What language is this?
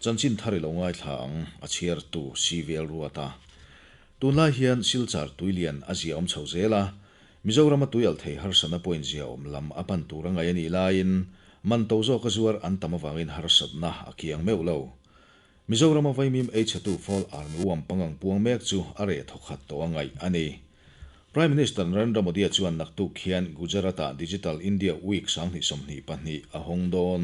Mizo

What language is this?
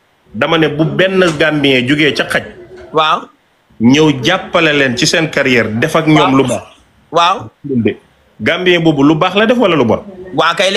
Wolof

